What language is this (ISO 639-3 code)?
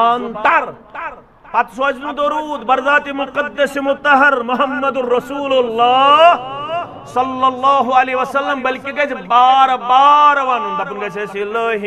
kas